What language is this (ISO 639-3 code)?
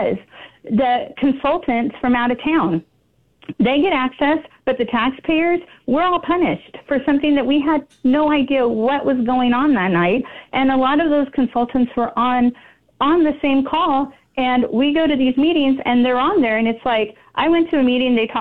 eng